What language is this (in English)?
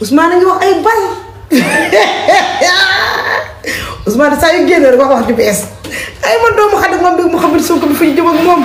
Wolof